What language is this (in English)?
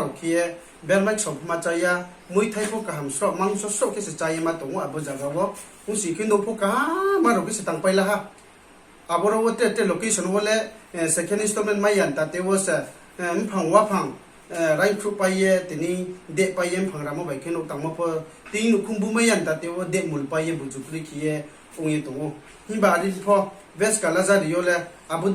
Riang (India)